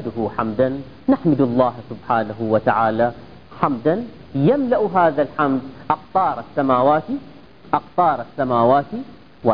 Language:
Arabic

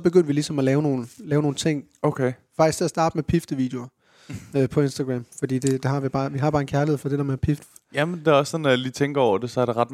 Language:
Danish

